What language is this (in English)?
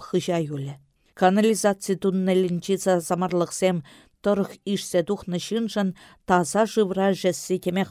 Chuvash